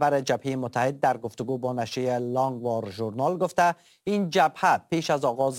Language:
Persian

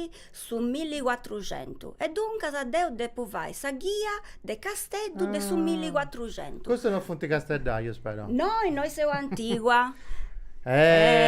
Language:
Sardinian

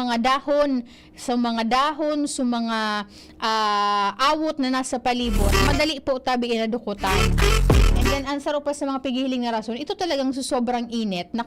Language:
Bikol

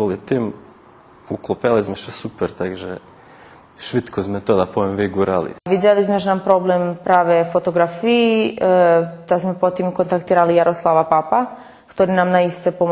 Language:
Rusyn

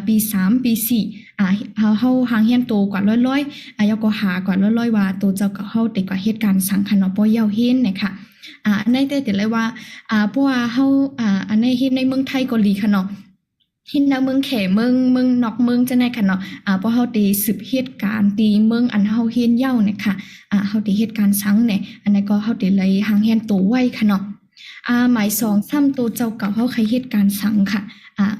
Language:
Shan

